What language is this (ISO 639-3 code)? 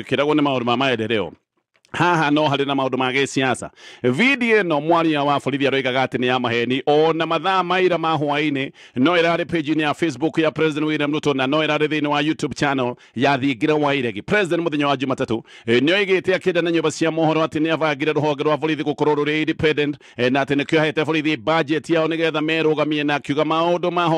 kik